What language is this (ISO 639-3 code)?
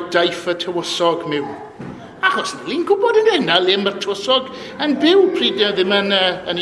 cym